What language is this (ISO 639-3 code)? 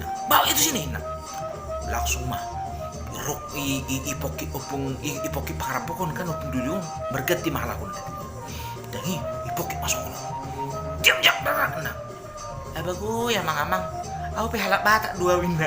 bbc